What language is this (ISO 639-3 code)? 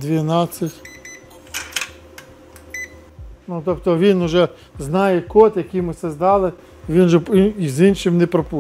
ukr